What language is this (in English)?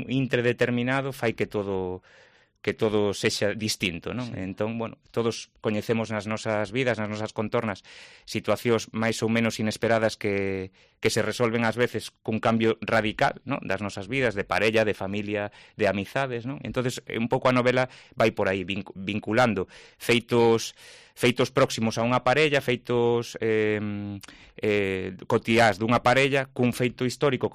Galician